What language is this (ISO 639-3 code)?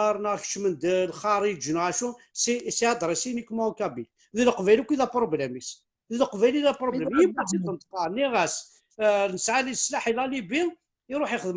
kab